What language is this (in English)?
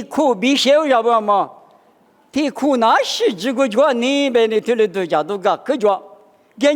Lisu